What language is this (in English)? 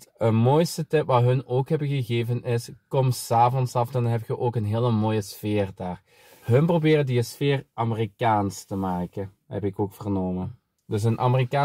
Dutch